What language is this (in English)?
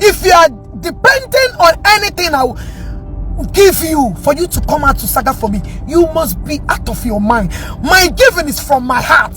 Igbo